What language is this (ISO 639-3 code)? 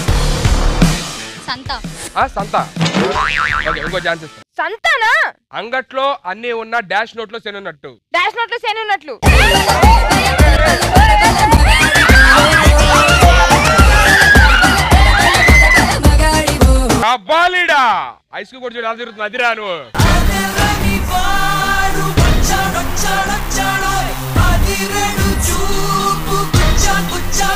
tel